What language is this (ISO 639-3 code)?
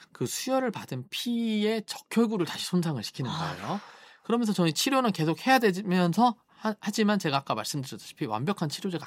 kor